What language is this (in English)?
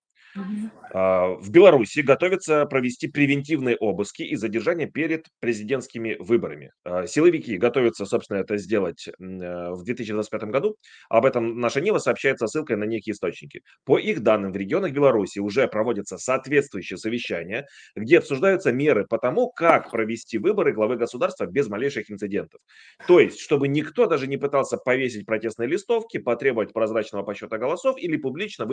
Russian